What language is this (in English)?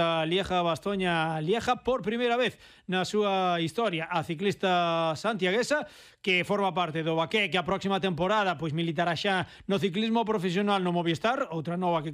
Galician